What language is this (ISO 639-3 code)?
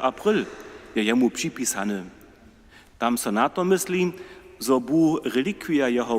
hsb